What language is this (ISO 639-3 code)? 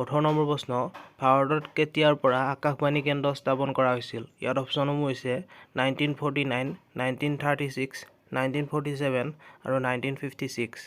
asm